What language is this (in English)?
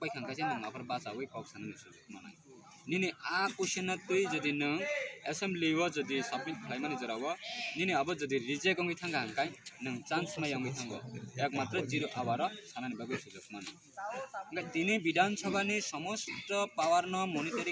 Kok Borok